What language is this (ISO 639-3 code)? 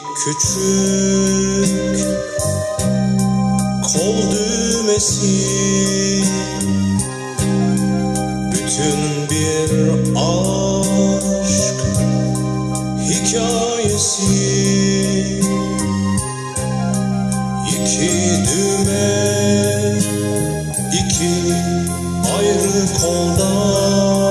tur